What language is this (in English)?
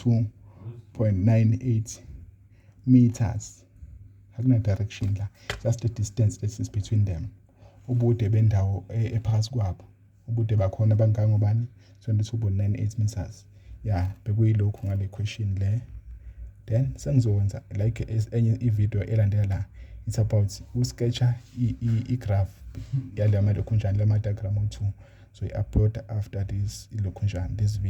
Zulu